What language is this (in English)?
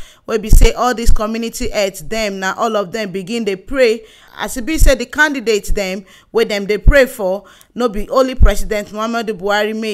Nigerian Pidgin